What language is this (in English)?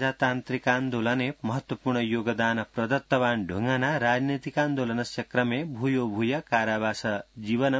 Sanskrit